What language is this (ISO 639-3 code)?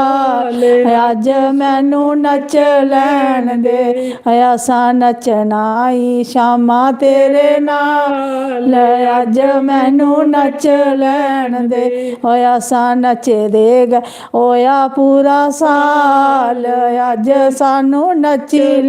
doi